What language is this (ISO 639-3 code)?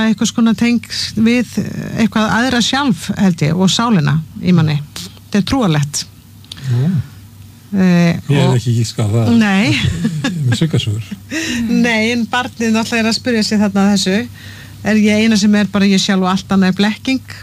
isl